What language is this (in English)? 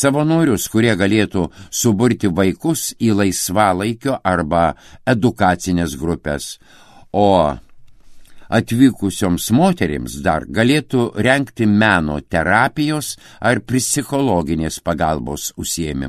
Lithuanian